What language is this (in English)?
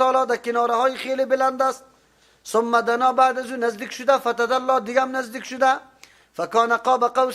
Persian